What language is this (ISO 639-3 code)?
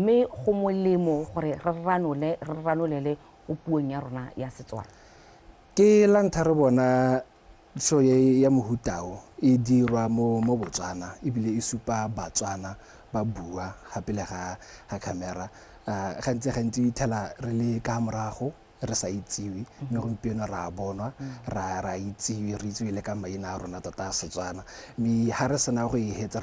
tsn